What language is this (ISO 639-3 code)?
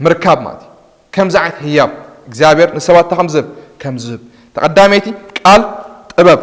tir